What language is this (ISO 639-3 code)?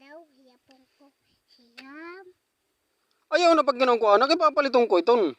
war